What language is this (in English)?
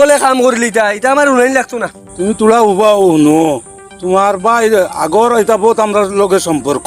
Sylheti